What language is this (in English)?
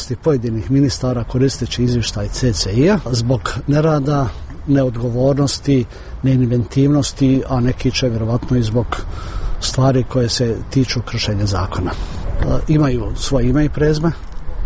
Bosnian